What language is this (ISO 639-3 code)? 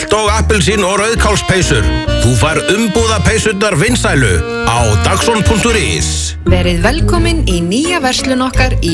isl